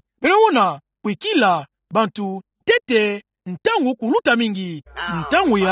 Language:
Kituba (Democratic Republic of Congo)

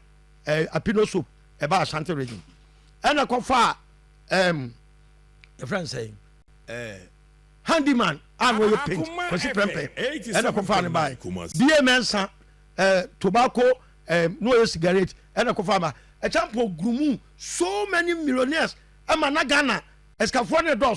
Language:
Akan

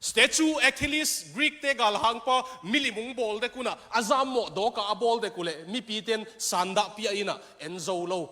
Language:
Tedim Chin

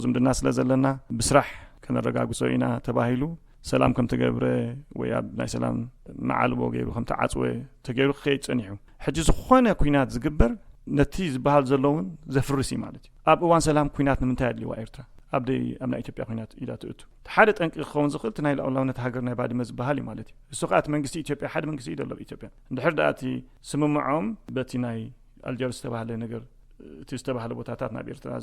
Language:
Tigrinya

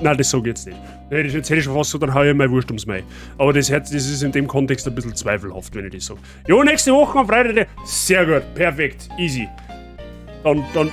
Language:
Bavarian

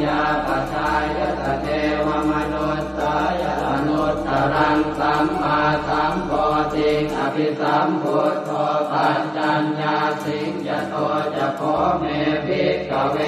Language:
Pali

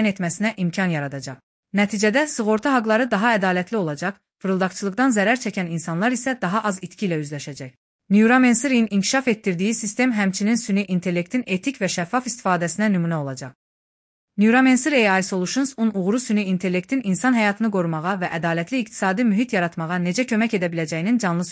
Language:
Azerbaijani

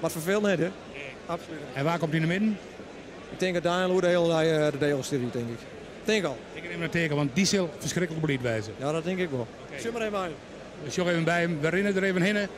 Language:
Western Frisian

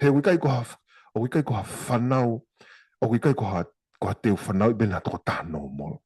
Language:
Tongan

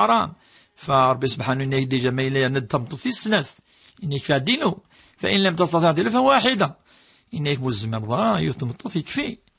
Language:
Kabyle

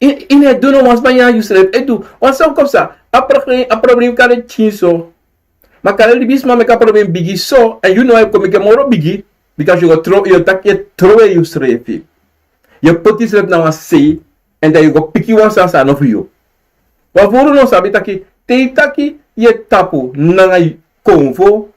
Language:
Sranan Tongo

